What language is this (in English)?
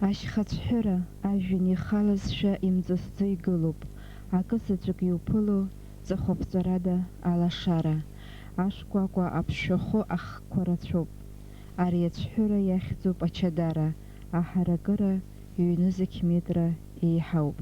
Abkhazian